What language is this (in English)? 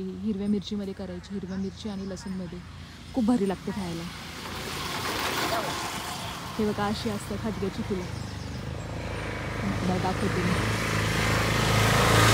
Marathi